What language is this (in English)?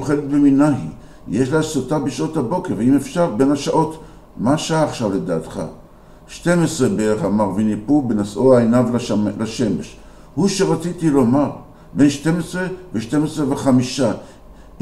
Hebrew